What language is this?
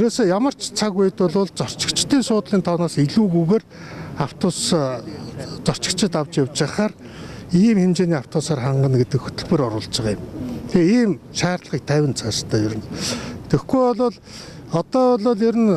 Mongolian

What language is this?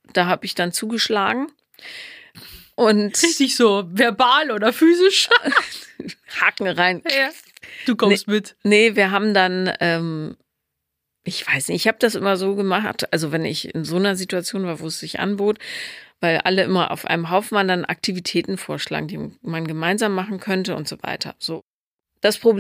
German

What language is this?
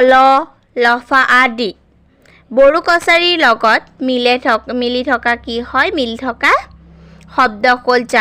Assamese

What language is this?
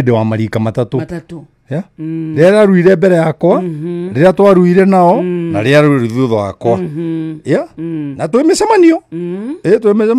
Kikuyu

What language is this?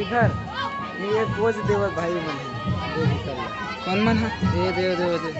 Chhattisgarhi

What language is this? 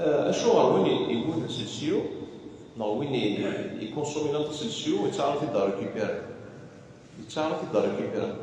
Kabyle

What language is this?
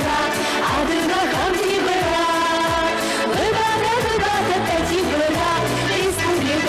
Adyghe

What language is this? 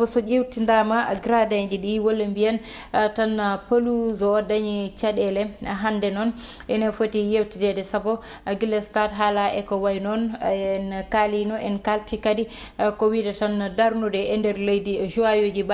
Fula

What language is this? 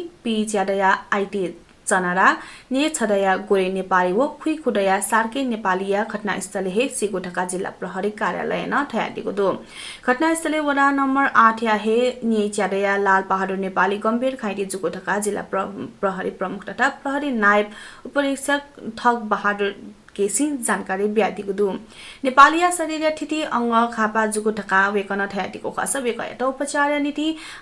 Newari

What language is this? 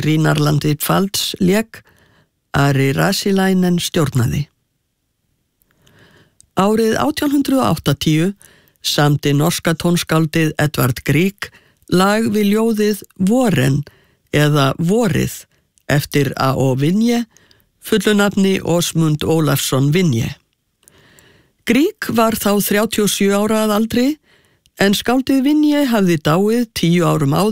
Icelandic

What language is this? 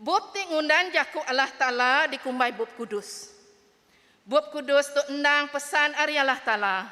Iban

